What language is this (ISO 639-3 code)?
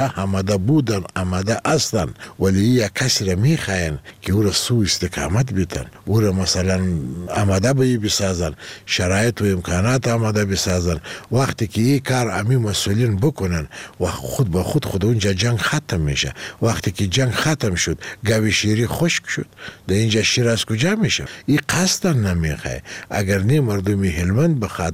fas